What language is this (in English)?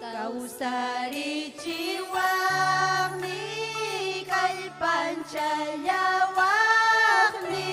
Ayacucho Quechua